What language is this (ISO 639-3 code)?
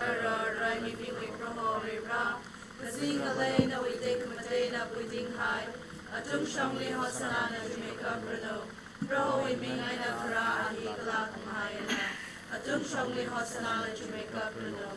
nmf